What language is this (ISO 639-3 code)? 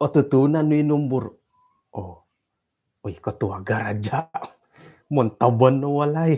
dtp